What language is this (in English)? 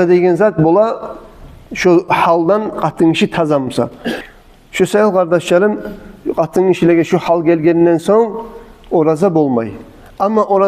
Kumyk